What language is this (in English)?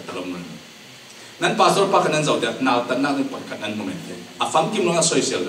Falam Chin